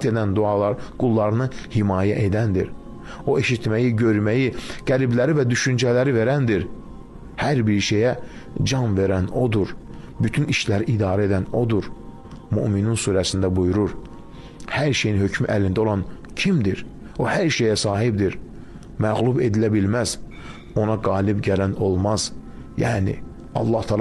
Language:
Azerbaijani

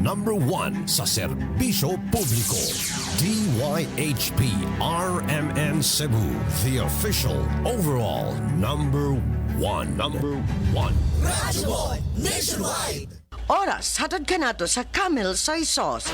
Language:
Cebuano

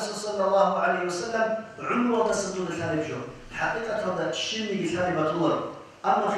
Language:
Avaric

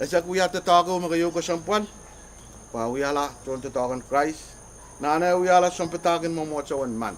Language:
Pohnpeian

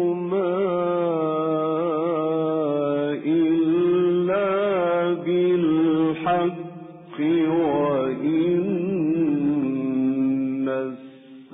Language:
Arabic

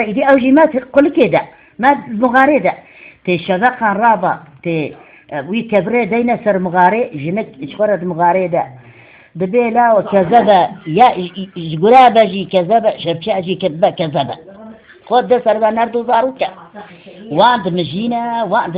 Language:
Kurdish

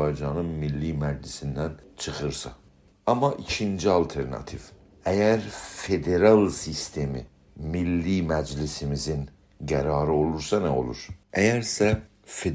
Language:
South Azerbaijani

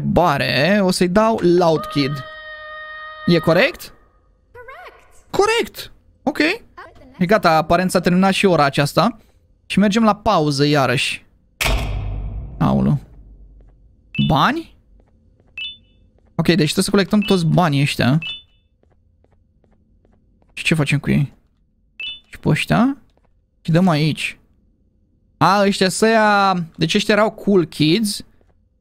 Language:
Romanian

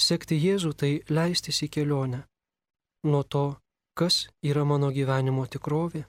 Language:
Lithuanian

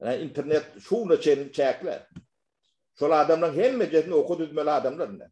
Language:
Turkmen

